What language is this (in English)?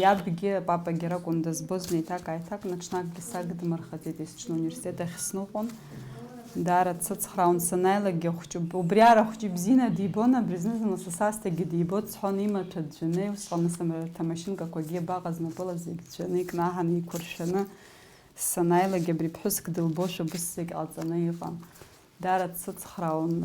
Abkhazian